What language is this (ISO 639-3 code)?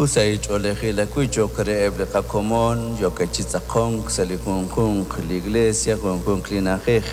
kek